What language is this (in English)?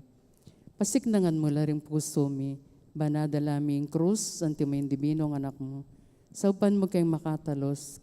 Pampanga